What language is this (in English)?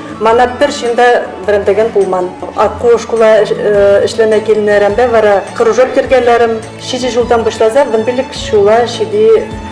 Chuvash